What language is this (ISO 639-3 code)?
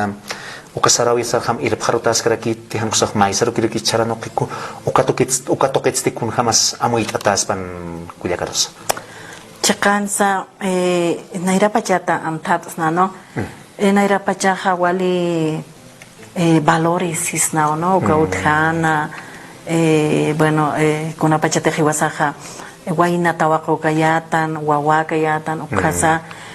aym